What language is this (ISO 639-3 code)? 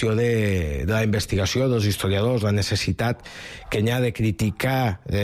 cat